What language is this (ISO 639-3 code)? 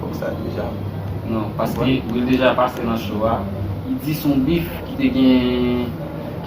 hat